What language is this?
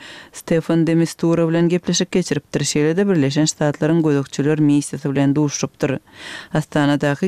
Turkmen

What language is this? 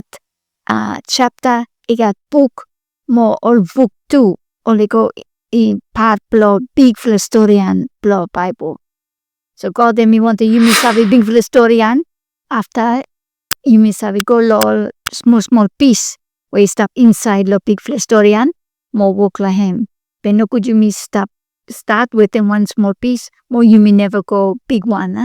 Bislama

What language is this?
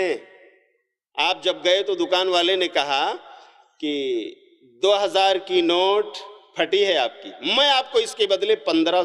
Urdu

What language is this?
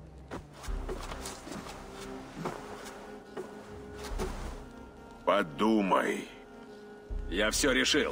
Russian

